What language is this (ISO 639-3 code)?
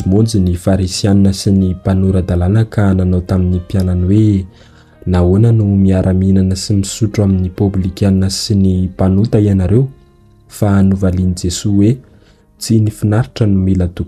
mlg